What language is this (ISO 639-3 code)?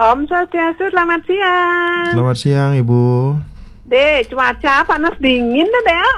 ban